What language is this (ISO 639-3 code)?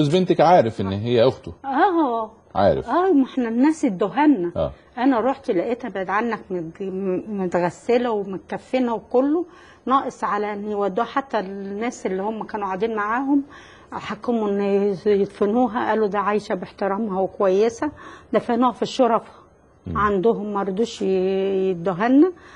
arz